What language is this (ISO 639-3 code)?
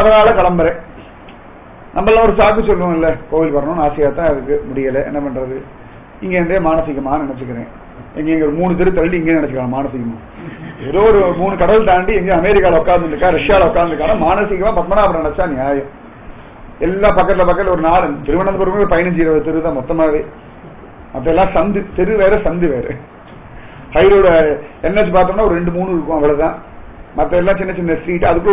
tam